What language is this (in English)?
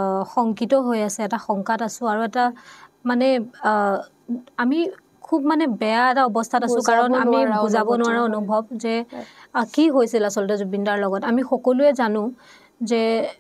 Assamese